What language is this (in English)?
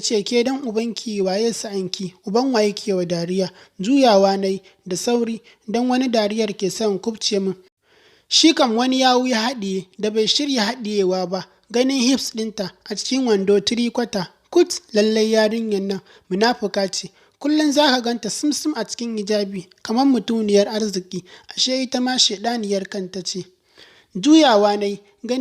Hausa